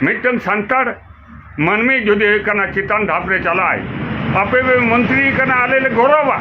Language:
Santali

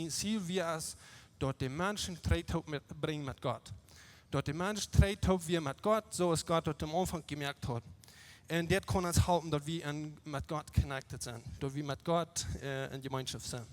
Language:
Plautdietsch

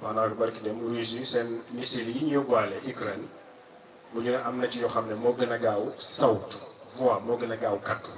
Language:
Wolof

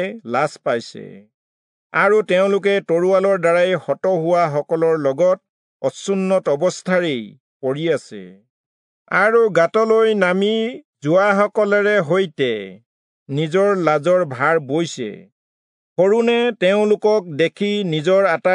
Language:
Assamese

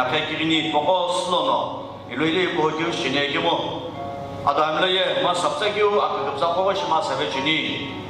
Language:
Sumi Naga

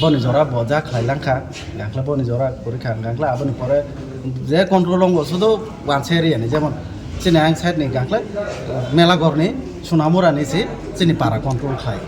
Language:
Kok Borok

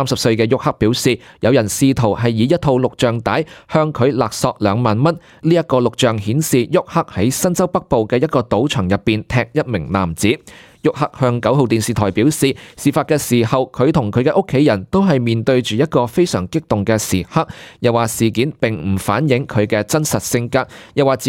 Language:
Cantonese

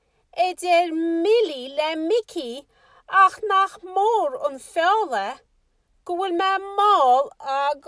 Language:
Irish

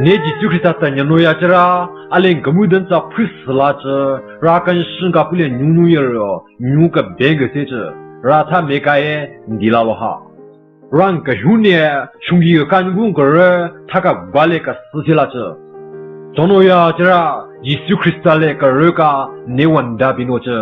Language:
Southern Rengma Naga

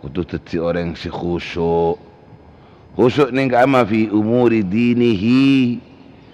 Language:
Madurese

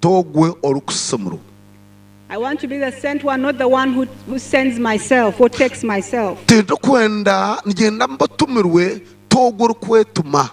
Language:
Nyankole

